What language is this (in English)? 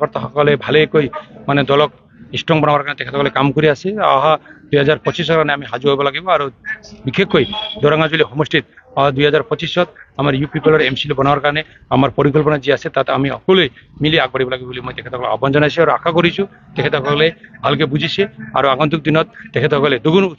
Assamese